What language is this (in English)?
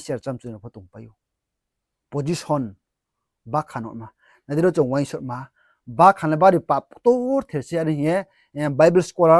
Riang (India)